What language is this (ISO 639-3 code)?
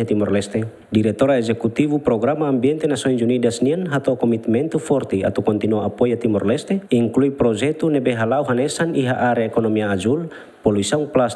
tet